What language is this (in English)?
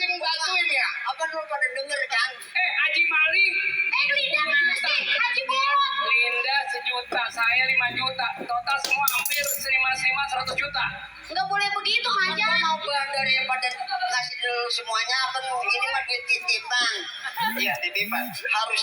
Betawi